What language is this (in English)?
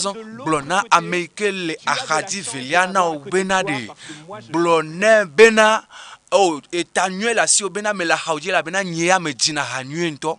Ewe